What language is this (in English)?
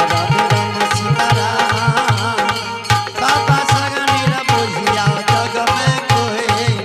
Angika